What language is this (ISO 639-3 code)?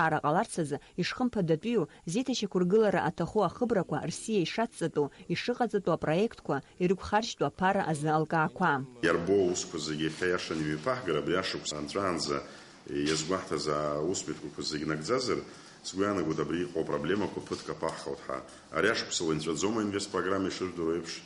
abk